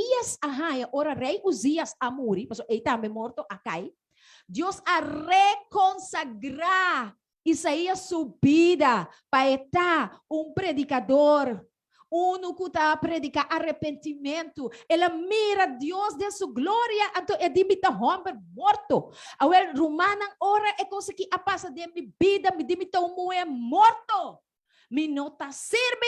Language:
Papiamento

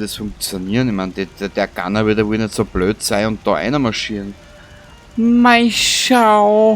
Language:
Bavarian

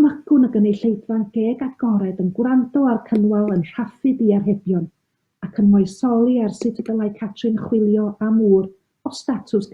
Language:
Welsh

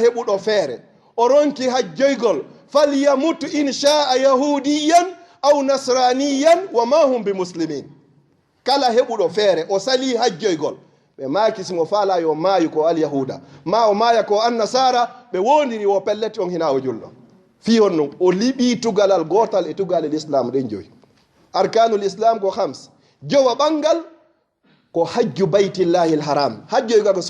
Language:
Fula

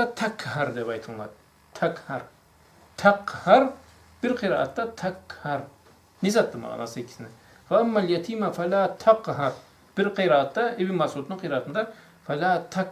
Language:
Karachay-Balkar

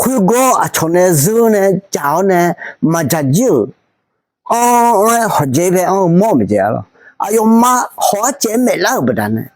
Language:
Akha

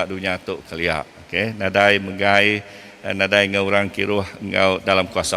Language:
Iban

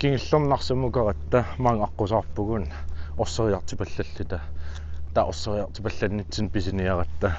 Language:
Kalaallisut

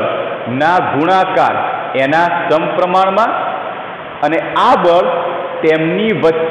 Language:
Gujarati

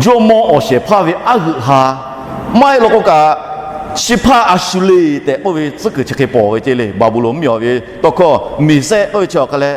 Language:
Lahu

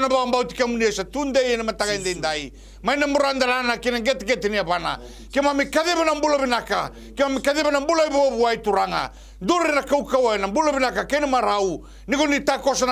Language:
Fijian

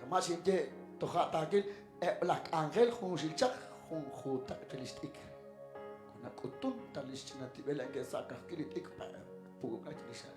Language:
Kekchí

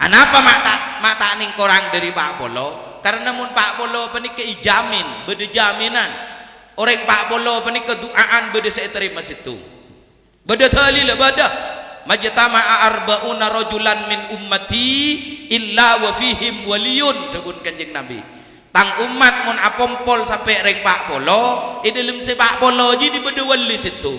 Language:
Madurese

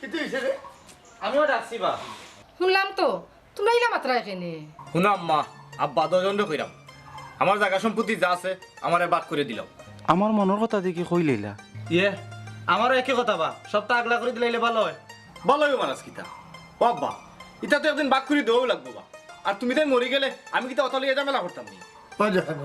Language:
Sylheti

